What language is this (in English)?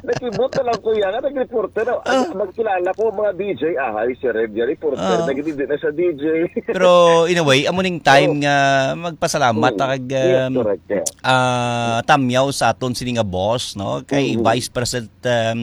Hiligaynon